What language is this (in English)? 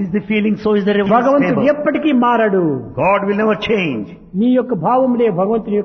Telugu